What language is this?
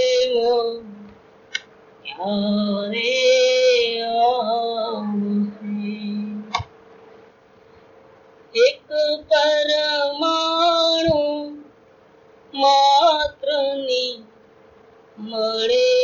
Gujarati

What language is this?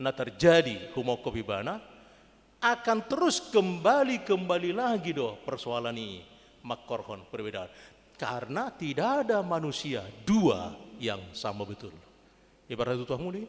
Batak Toba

